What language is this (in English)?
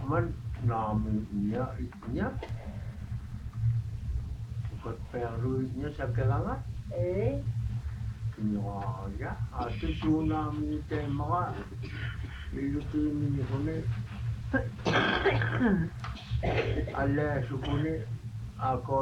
Indonesian